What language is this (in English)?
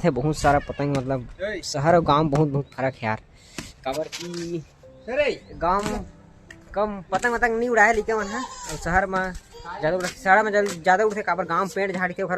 Chhattisgarhi